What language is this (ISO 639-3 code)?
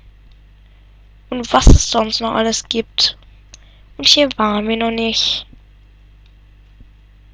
deu